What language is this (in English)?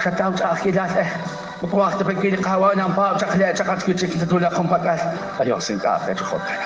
Kekchí